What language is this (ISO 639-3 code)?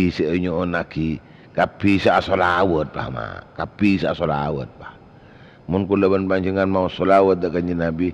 mad